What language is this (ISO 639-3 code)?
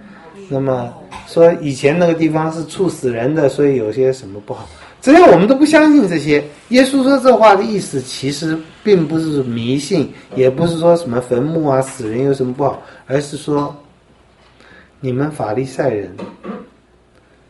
zho